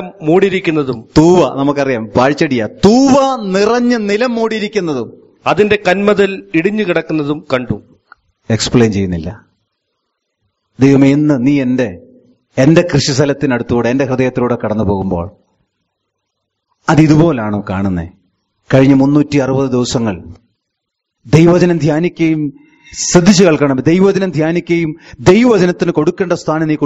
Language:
Malayalam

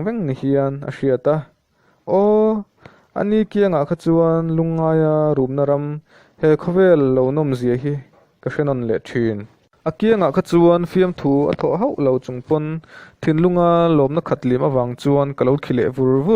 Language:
Mizo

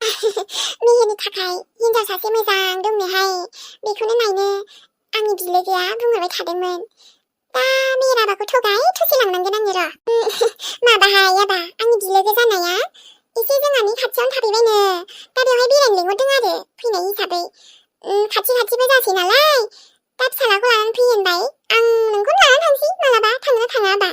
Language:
Bodo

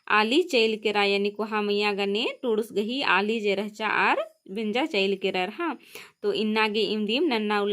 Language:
Kurukh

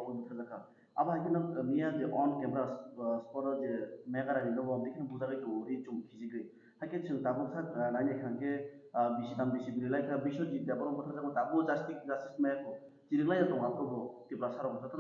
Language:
Riang (India)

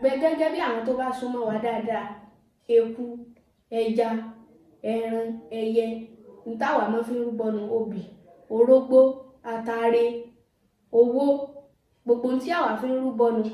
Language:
Yoruba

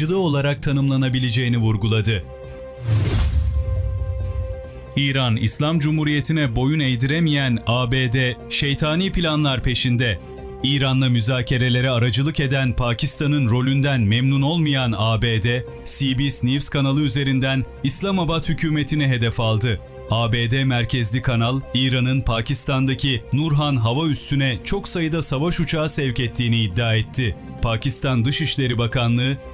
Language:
Turkish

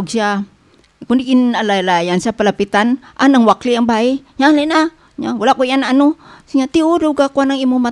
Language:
Hiligaynon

